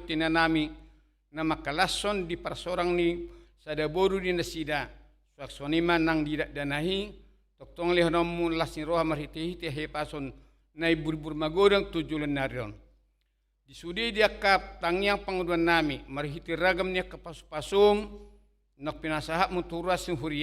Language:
Batak Toba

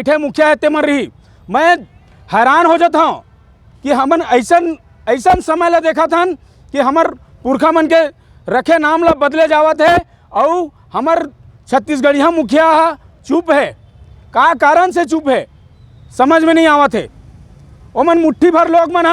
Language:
Chhattisgarhi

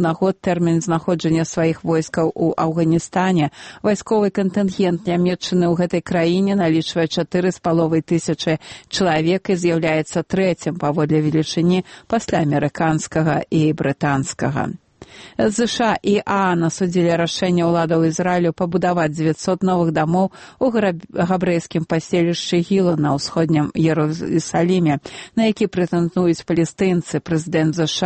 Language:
Belarusian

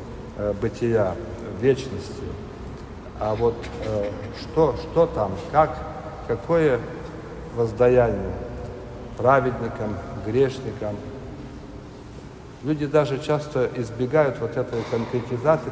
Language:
Russian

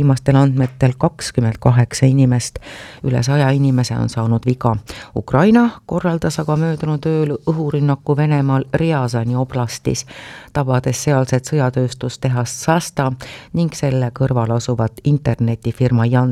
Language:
Estonian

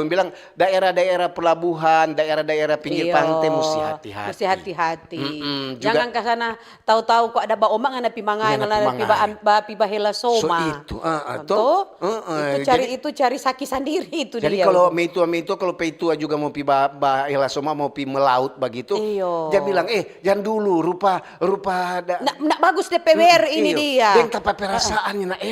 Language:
Manado Malay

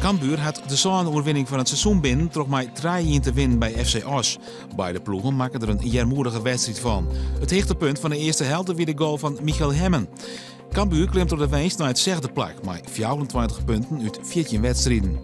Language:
Western Frisian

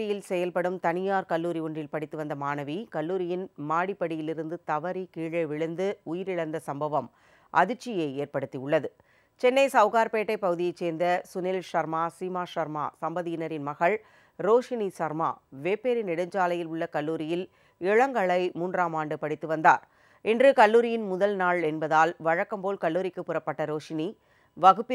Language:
Tamil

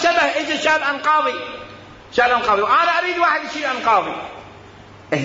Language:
Mesopotamian Arabic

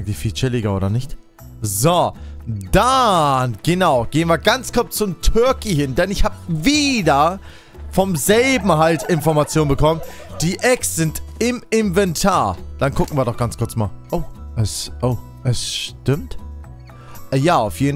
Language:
German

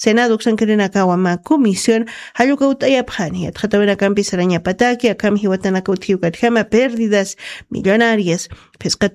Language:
Aymara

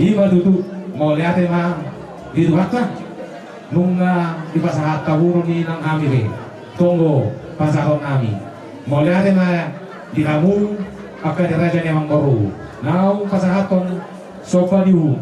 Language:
Batak Toba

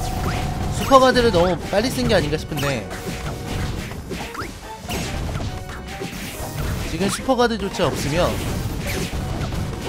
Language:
Korean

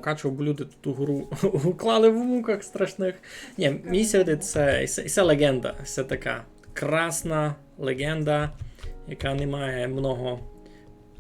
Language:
Rusyn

